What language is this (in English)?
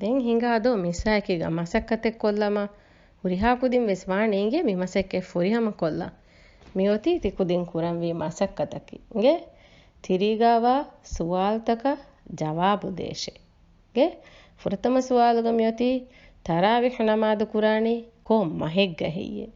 Divehi